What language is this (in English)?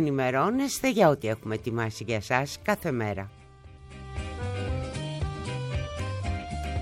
Greek